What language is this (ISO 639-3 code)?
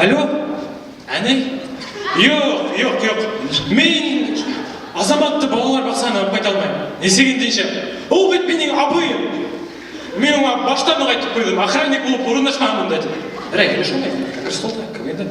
bak